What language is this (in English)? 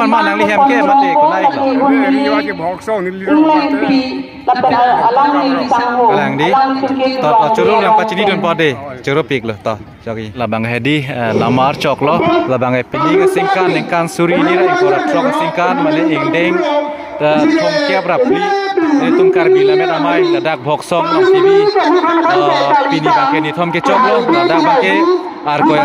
Karbi